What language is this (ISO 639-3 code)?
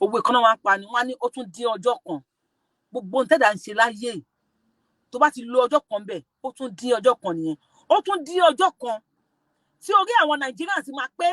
yor